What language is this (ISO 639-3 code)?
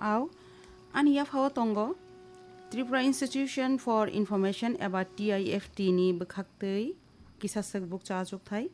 trp